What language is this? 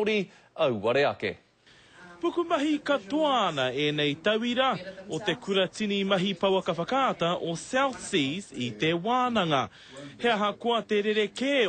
Māori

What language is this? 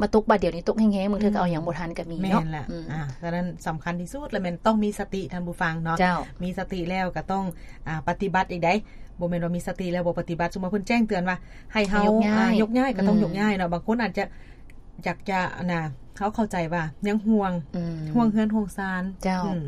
Lao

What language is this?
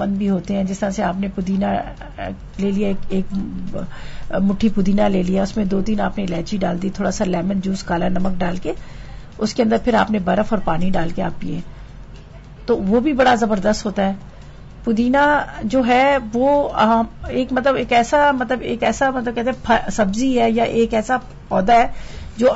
Urdu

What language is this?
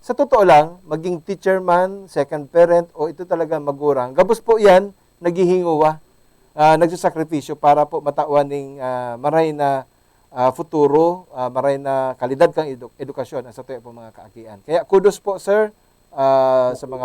Bikol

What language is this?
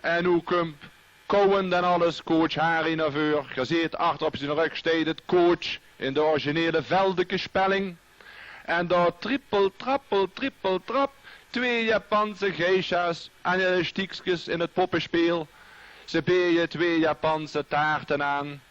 Limburgish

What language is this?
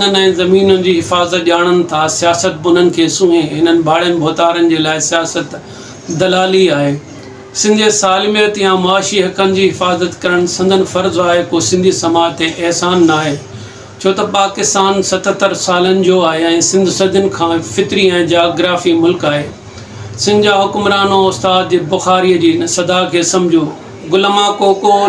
Sindhi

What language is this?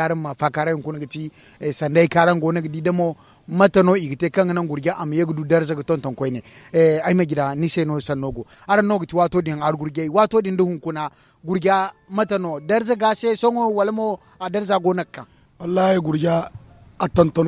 Zarma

